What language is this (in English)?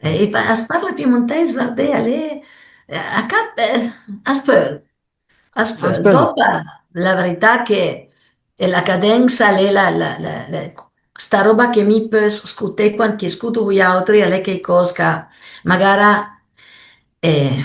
Piedmontese